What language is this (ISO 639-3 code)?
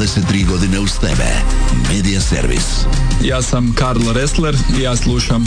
hrv